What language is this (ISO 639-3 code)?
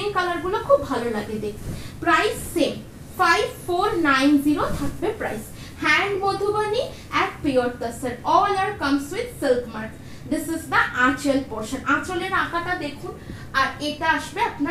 ben